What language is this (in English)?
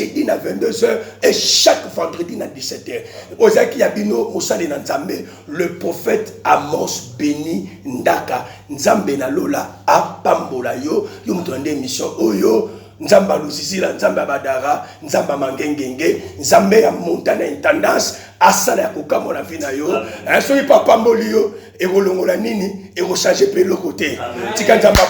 Lingala